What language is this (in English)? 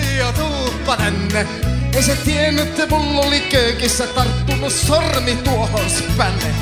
Finnish